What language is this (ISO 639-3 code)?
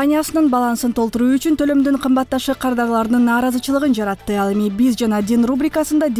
kir